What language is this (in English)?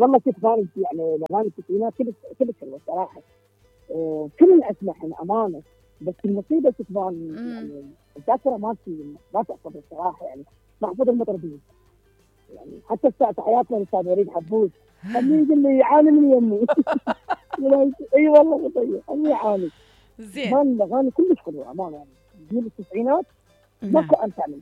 Mesopotamian Arabic